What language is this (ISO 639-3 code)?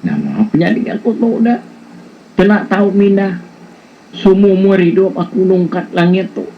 iba